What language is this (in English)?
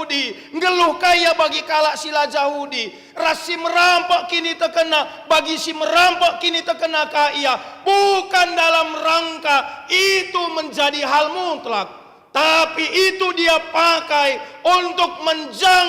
Batak Karo